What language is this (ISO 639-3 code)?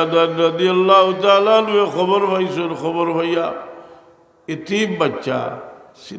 syl